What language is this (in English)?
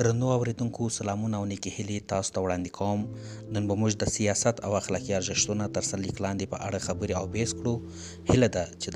Pashto